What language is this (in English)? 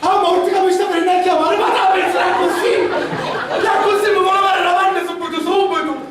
Sicilian